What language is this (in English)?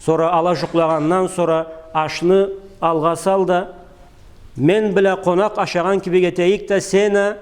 Karachay-Balkar